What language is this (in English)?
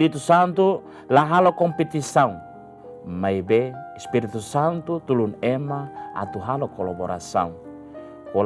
Tetum